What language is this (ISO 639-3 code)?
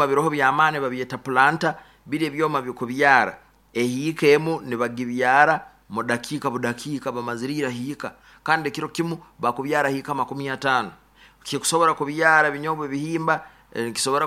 nyo